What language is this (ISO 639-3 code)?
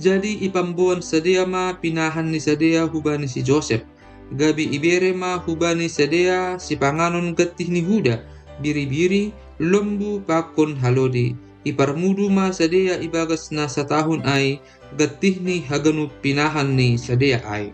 bts